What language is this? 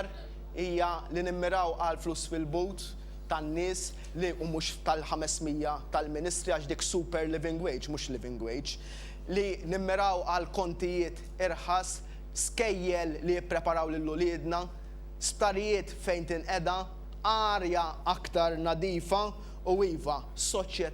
Maltese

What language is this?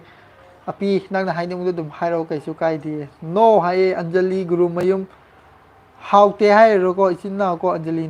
Manipuri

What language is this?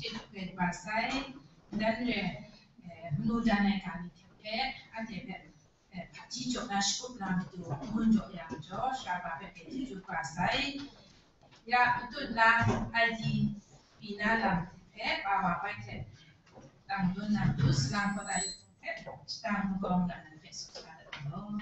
Kachin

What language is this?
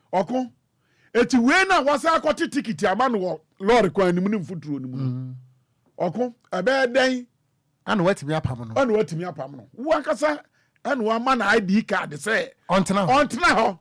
Akan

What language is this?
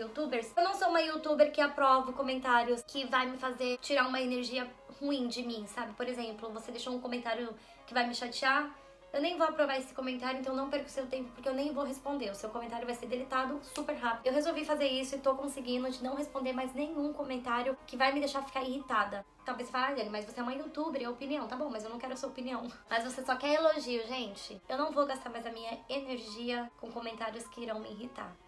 Portuguese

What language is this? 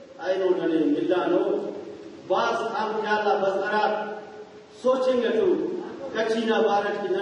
Brahui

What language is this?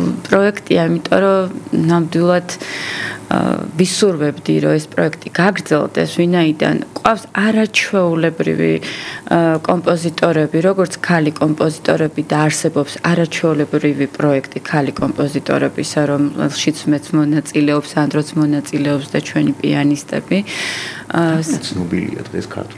Georgian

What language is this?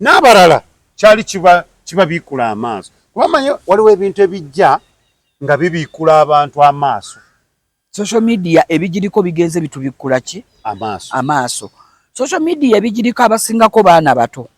Ganda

